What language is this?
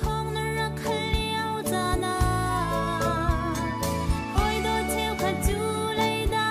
Hakha Chin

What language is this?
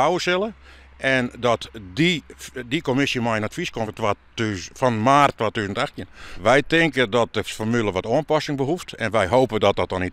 Western Frisian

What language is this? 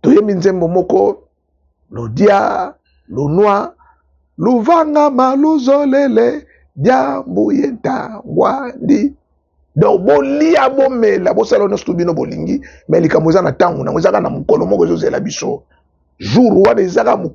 Lingala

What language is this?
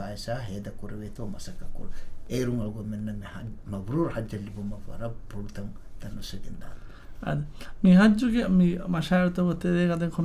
Divehi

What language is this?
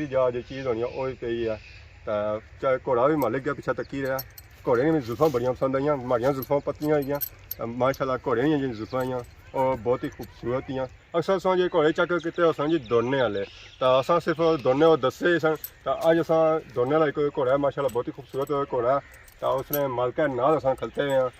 Pahari-Potwari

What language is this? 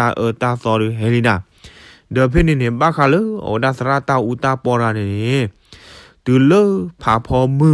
S'gaw Karen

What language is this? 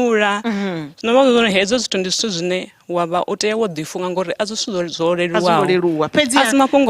Venda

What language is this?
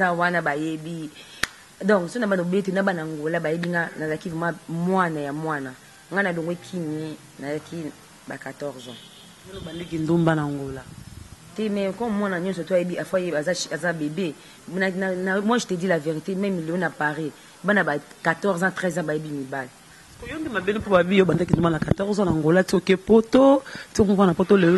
Lingala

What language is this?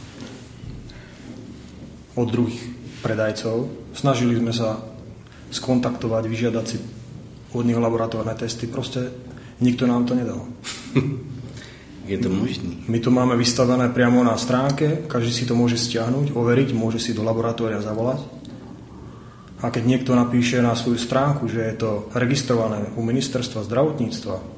Slovak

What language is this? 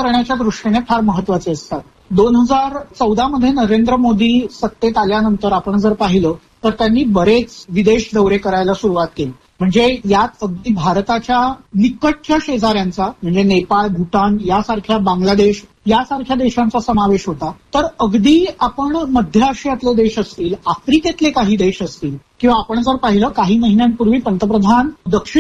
Marathi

